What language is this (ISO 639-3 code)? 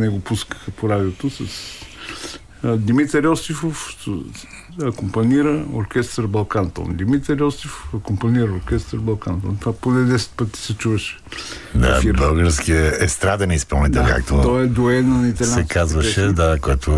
bul